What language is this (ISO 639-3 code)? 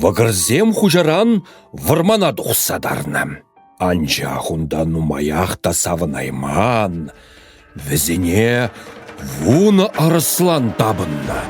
chv